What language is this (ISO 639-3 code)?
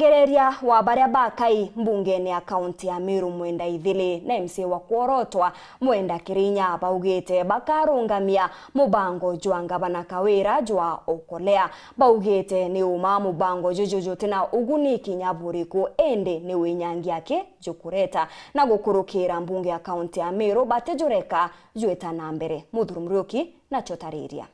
mer